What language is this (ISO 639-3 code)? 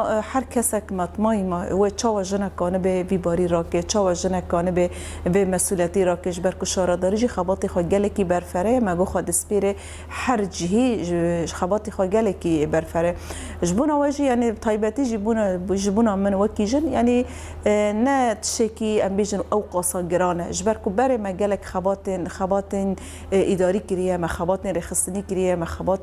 kur